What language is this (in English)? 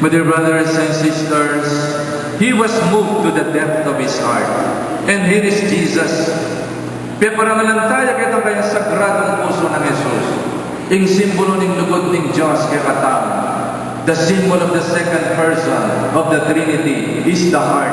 Pampanga